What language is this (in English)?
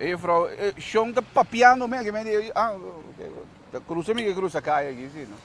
Papiamento